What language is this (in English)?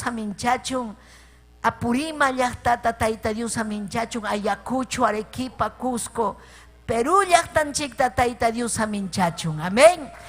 Ayacucho Quechua